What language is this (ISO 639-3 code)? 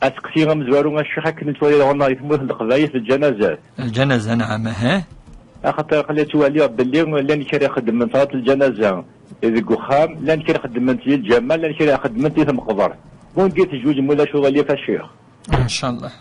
kab